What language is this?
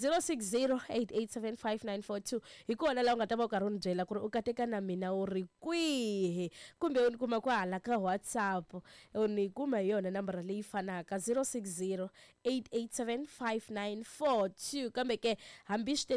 Tsonga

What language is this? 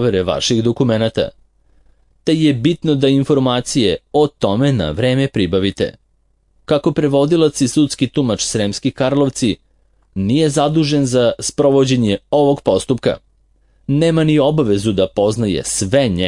Serbian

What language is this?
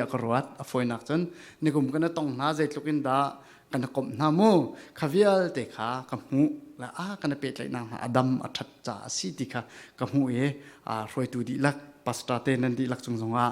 Falam Chin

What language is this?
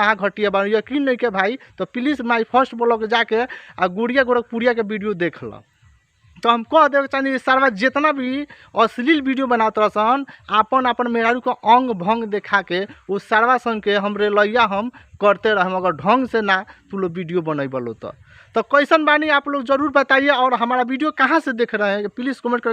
Bhojpuri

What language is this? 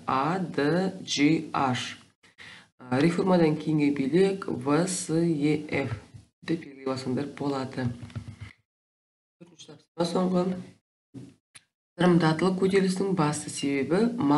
Kazakh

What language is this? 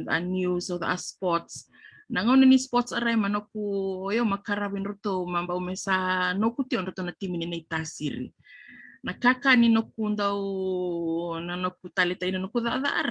Fijian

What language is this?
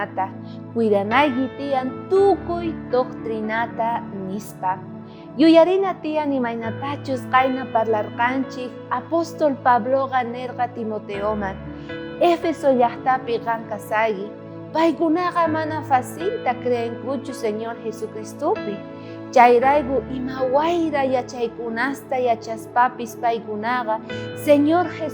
South Bolivian Quechua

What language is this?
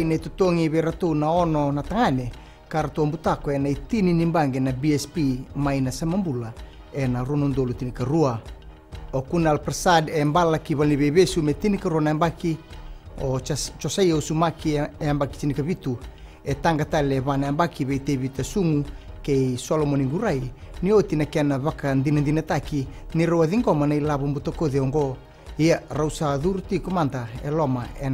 Fijian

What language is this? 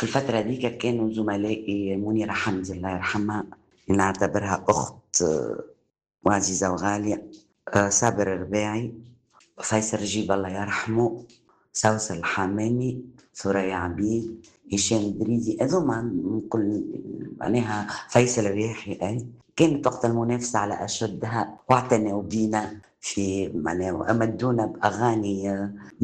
Tunisian Arabic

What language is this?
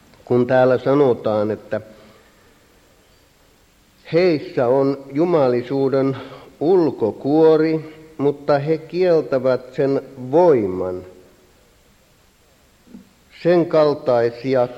Finnish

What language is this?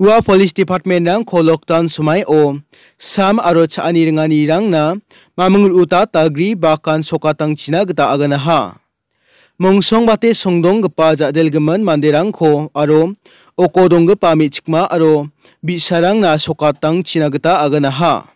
Garo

